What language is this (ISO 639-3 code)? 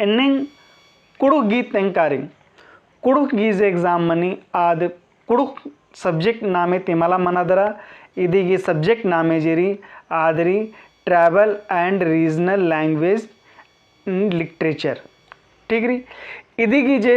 kru